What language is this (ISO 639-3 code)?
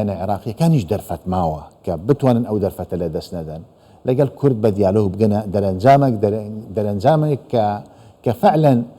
ckb